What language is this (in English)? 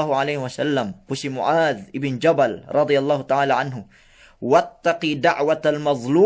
Yakan